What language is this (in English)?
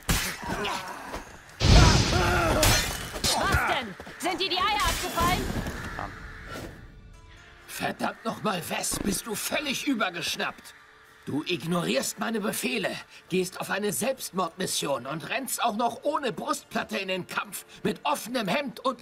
German